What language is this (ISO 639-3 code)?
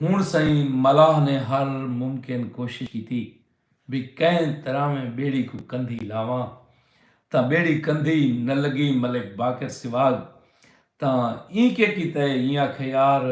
skr